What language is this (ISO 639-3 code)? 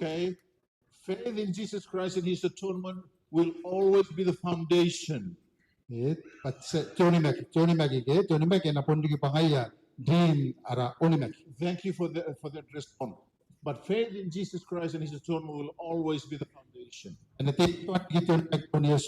gil